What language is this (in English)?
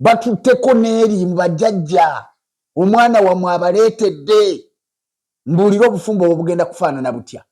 Ganda